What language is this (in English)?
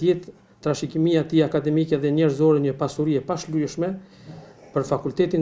Albanian